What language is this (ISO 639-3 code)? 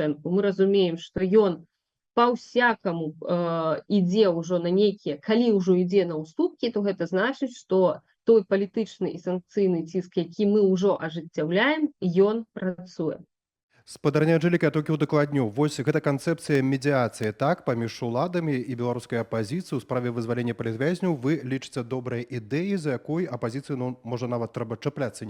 bel